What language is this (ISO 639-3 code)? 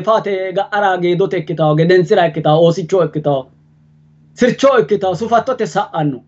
sid